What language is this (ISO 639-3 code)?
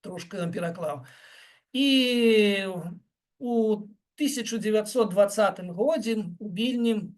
bel